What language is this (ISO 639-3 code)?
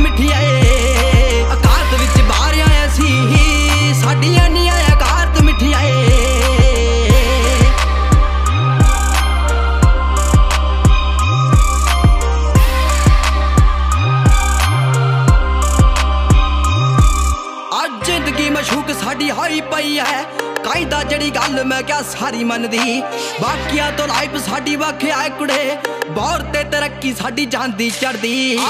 pan